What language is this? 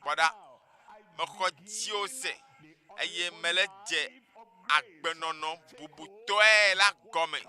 Ewe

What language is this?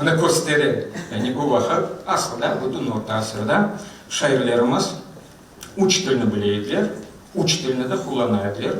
Crimean Tatar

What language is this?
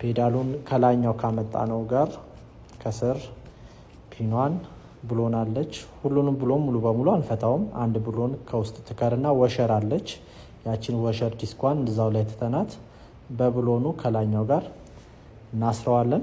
Amharic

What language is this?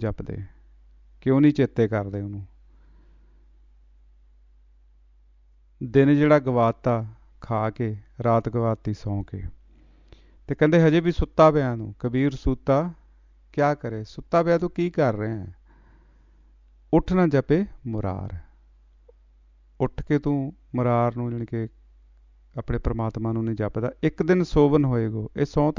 Punjabi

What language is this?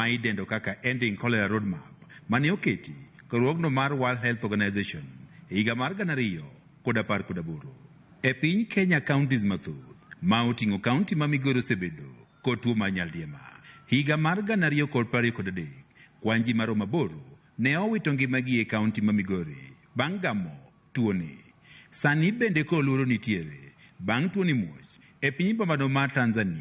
Luo (Kenya and Tanzania)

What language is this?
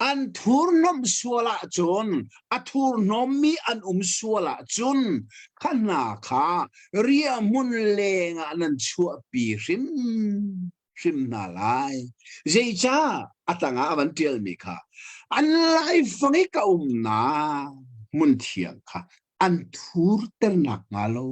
Hakha Chin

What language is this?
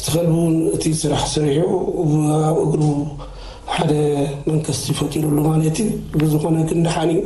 Tigrinya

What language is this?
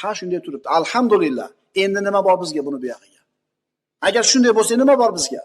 Uzbek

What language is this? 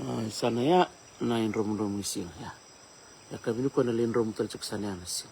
Fijian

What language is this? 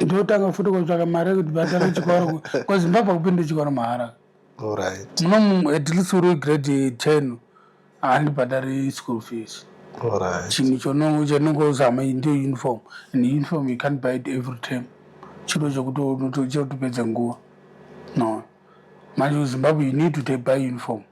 Shona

